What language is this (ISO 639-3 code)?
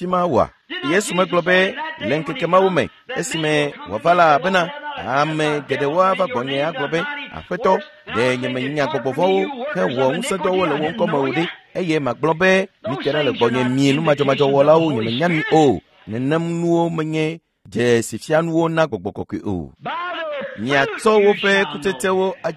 ewe